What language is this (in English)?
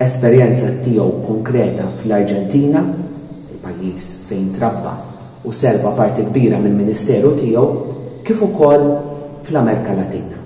Maltese